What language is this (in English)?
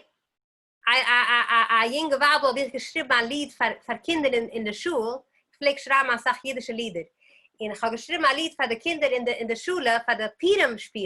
Yiddish